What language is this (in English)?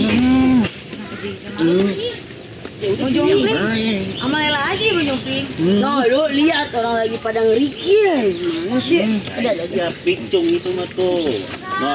Betawi